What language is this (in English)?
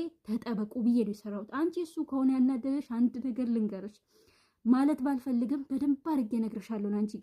Amharic